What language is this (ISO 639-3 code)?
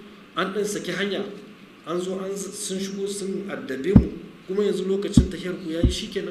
hau